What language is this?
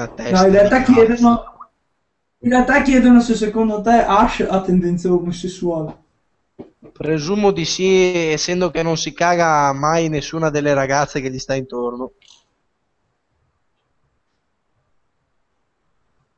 Italian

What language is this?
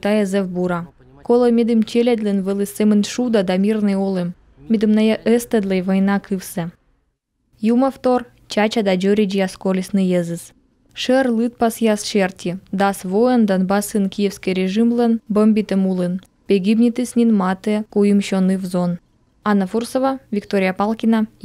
Komi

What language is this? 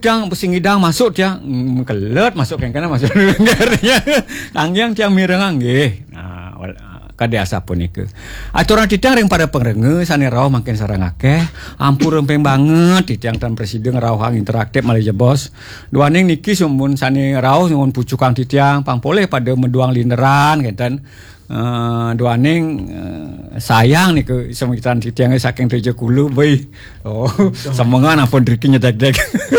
Balinese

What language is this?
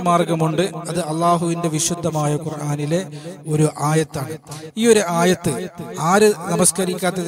Malayalam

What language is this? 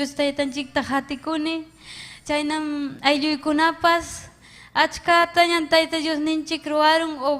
Ayacucho Quechua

